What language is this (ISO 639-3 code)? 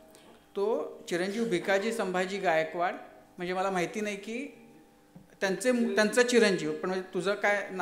mar